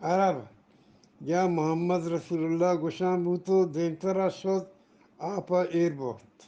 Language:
Eastern Balochi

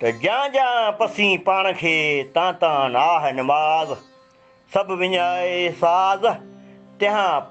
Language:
Sindhi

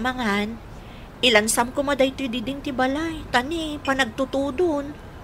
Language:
Iloko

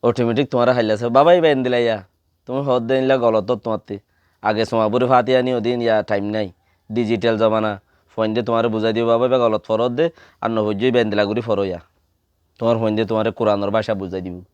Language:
Rohingya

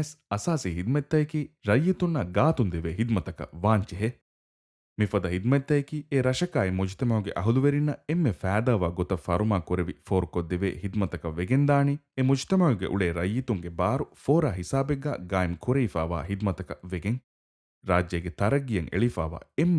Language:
Divehi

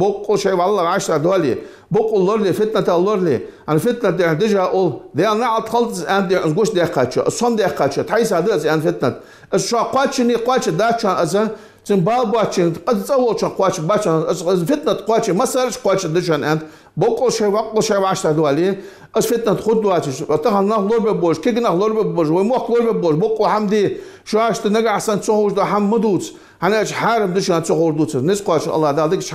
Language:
Ingush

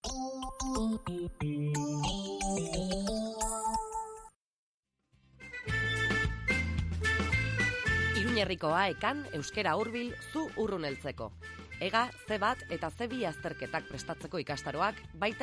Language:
Basque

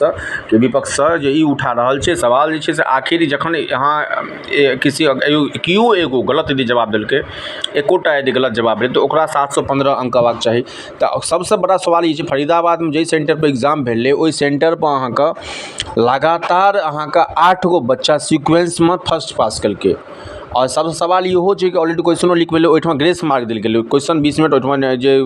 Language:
Maithili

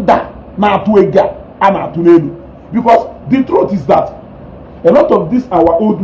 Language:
Igbo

